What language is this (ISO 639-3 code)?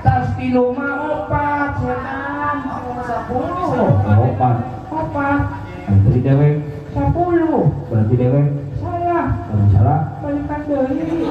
sun